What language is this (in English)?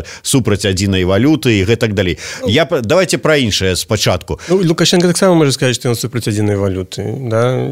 Belarusian